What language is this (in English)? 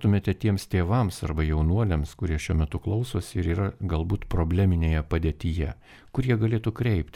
Lithuanian